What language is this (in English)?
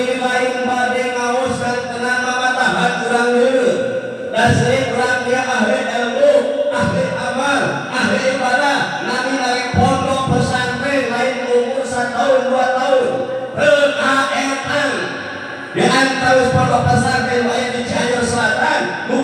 Sundanese